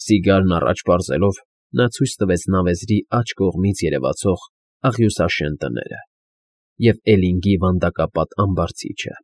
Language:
Armenian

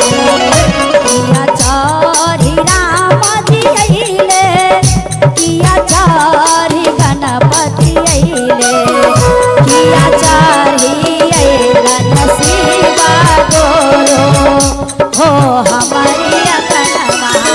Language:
Magahi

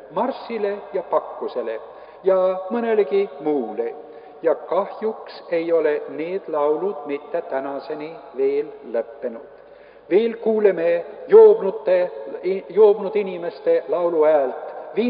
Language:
Estonian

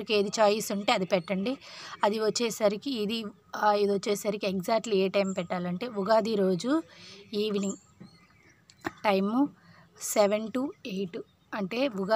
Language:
Telugu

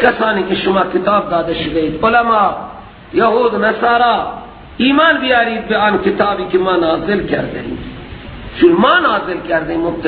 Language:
Persian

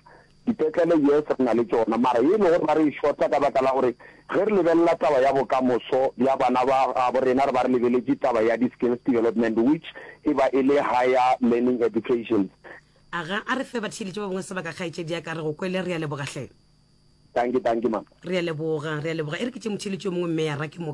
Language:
Northern Sotho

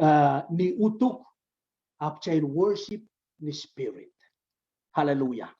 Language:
Pohnpeian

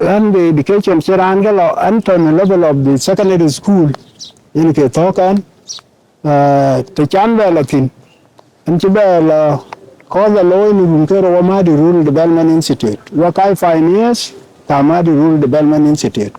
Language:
Dinka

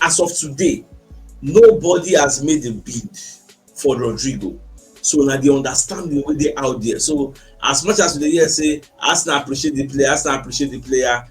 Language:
Nigerian Pidgin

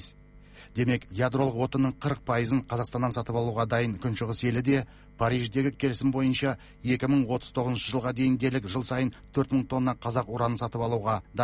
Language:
Kazakh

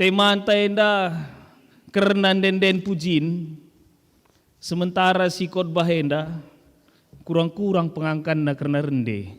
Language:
Batak Karo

